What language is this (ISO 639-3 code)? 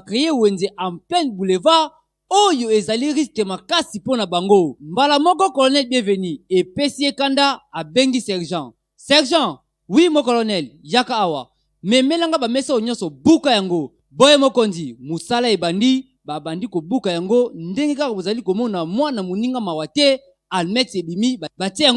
lin